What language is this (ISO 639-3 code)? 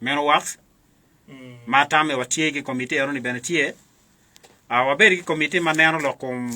ach